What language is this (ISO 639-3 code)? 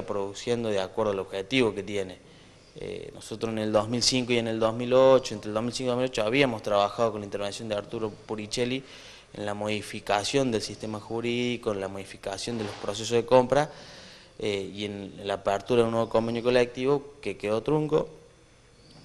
spa